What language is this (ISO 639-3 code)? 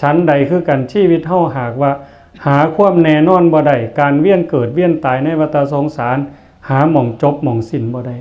tts